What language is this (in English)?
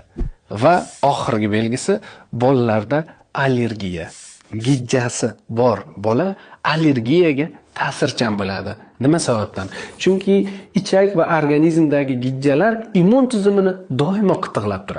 Uzbek